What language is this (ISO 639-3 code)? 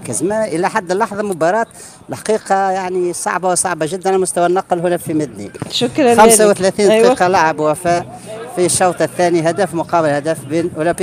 aeb